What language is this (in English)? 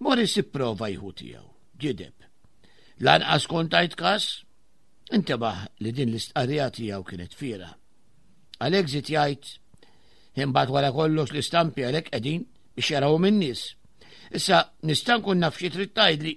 Maltese